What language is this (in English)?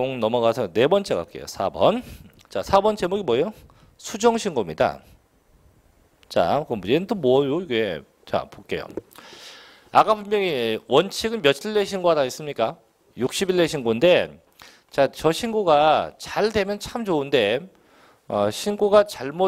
Korean